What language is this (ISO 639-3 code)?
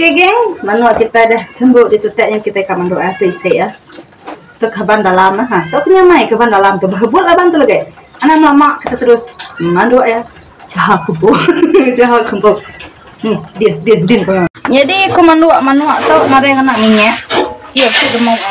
iba